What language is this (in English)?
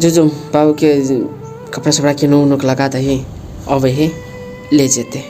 Maithili